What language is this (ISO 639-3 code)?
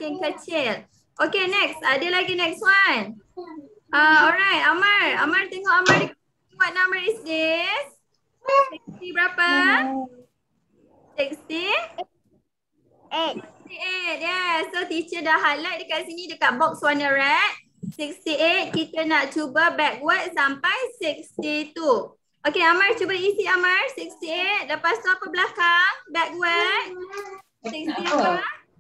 msa